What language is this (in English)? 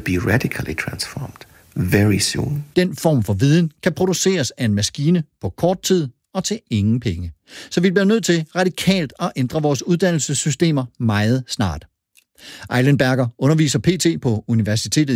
Danish